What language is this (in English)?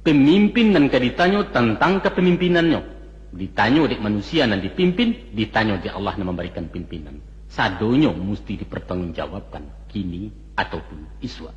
Minangkabau